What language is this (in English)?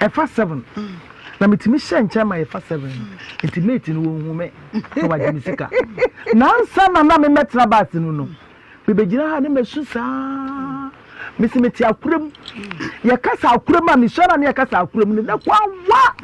Akan